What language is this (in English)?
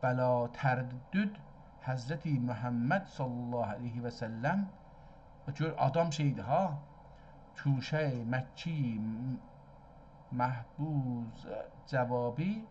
South Azerbaijani